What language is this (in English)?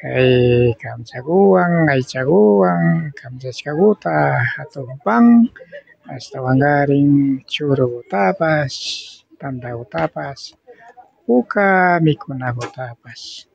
Imbabura Highland Quichua